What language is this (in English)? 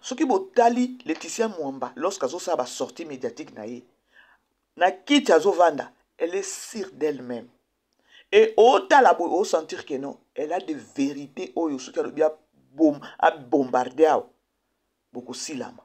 Lingala